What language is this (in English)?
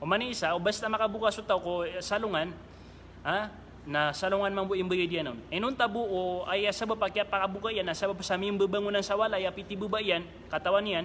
Maranao